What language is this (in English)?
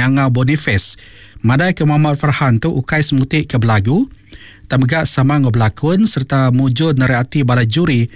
Iban